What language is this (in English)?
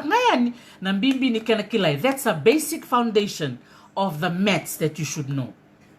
Fijian